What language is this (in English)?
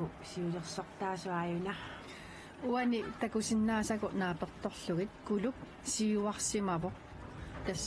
Kalaallisut